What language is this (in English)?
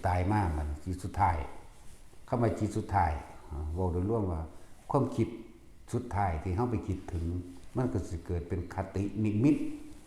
Lao